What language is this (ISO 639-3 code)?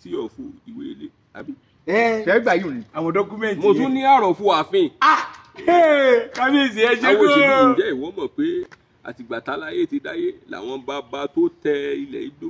yor